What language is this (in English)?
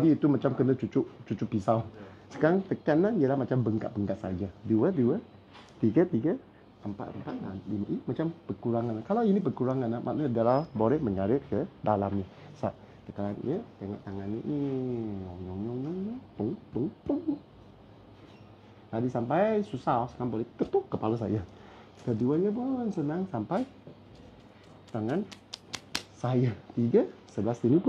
Malay